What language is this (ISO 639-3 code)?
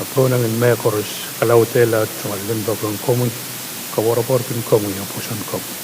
pon